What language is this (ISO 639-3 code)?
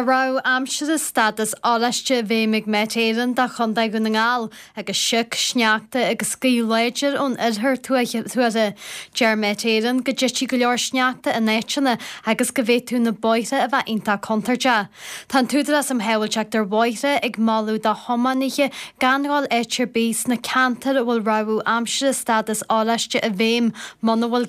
gle